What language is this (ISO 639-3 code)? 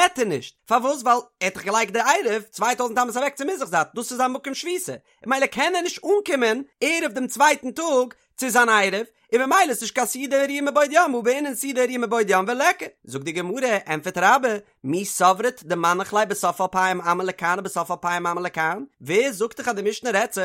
yid